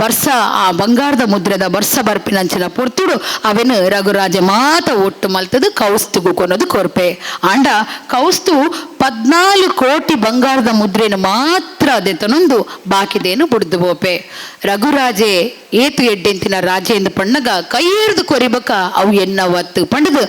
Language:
Tulu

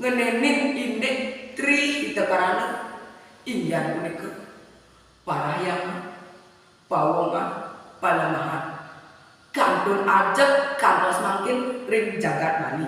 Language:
Balinese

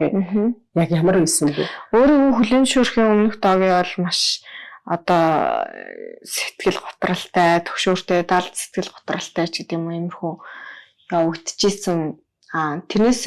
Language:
Mongolian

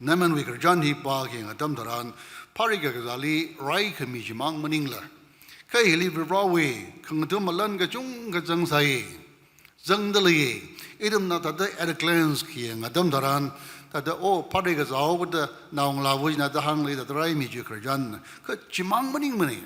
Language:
Tangkhul Naga (India)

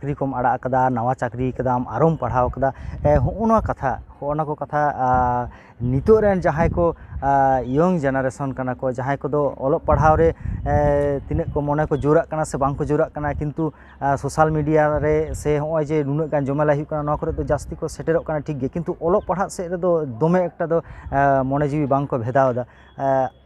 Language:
Santali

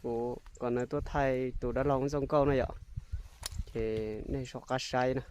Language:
Hmong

